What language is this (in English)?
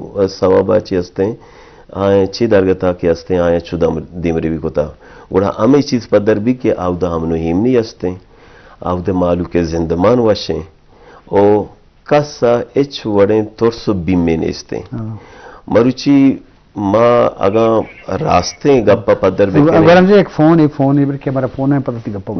Eastern Balochi